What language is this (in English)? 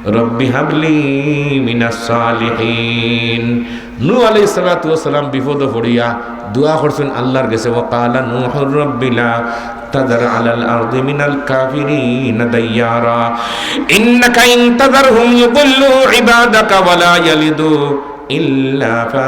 Sylheti